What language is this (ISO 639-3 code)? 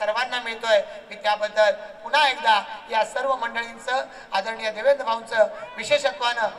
mar